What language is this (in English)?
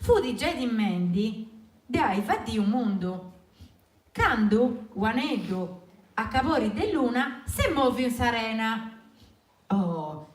Sardinian